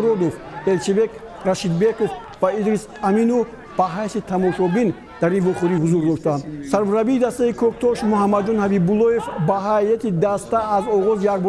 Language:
Tajik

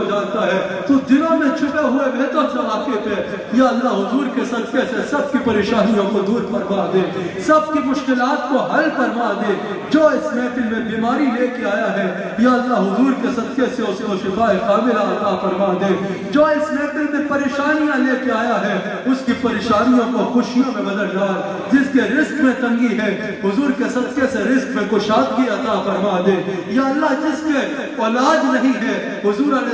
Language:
Urdu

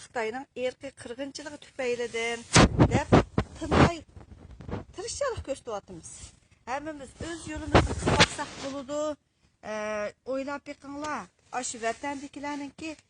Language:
Uyghur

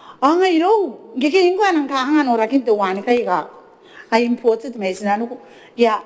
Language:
Gilbertese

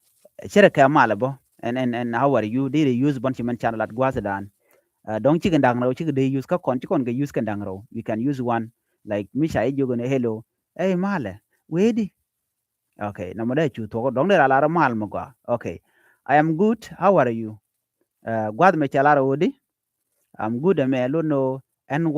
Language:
Nuer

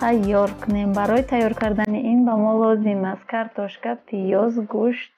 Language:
Tajik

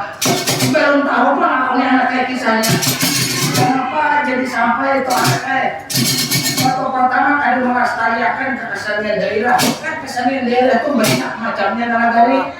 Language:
Banjar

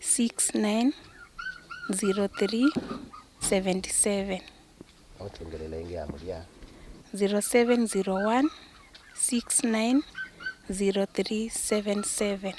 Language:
Kamba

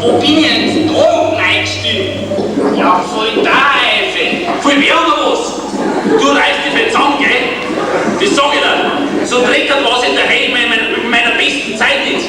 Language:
Bavarian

